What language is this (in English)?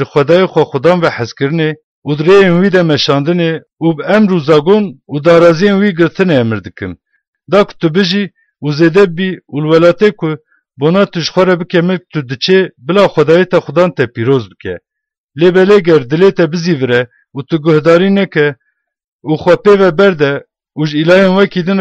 Kurdish